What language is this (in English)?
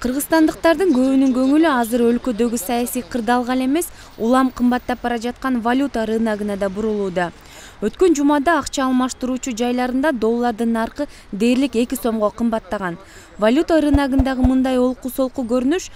Kyrgyz